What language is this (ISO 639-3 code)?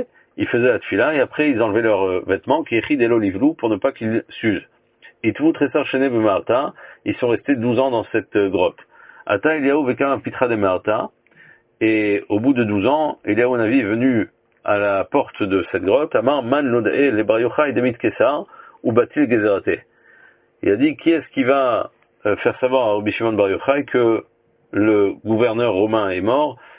fra